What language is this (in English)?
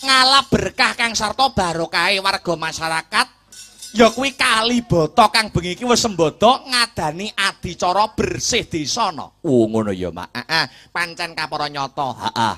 Javanese